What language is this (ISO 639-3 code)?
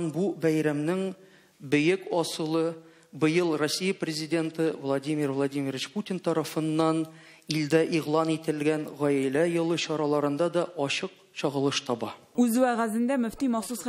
tat